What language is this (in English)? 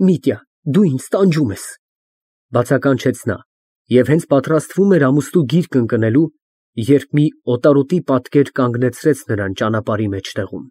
Armenian